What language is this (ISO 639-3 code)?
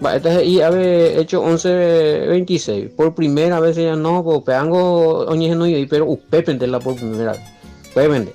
grn